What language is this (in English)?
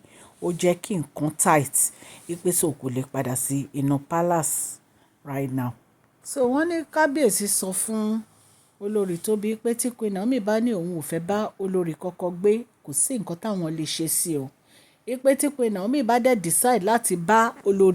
Yoruba